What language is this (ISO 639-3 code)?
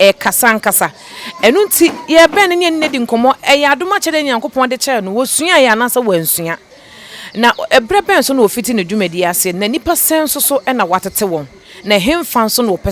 aka